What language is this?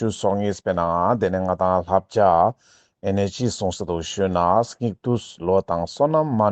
Ladakhi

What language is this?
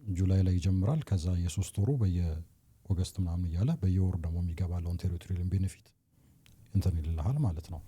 Amharic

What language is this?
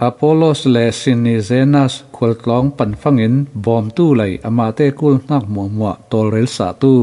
Falam Chin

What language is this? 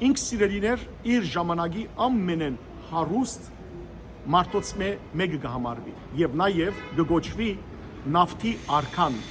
Western Armenian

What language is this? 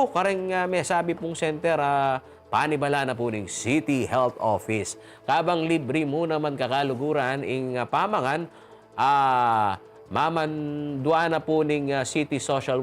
Pampanga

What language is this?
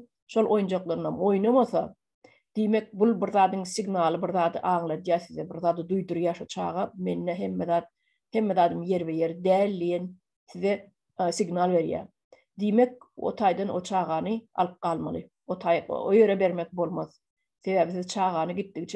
Turkmen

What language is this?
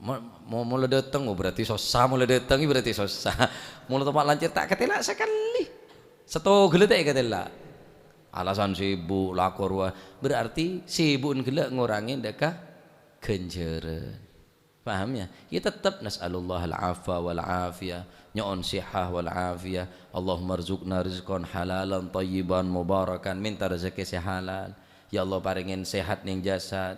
Madurese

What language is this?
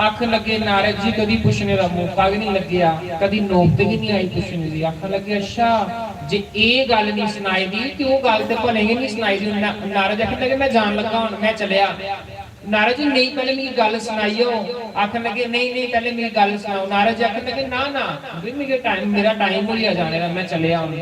Dogri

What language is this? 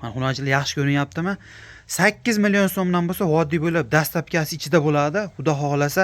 Uzbek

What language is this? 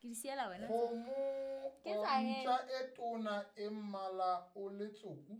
Southern Sotho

